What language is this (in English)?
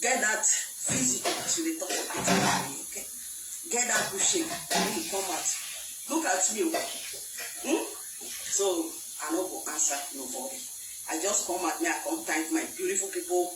Nigerian Pidgin